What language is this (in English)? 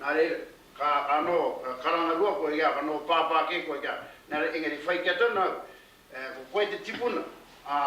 Māori